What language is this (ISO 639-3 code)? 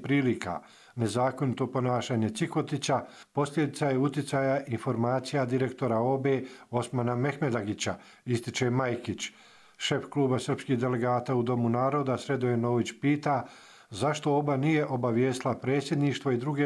hrv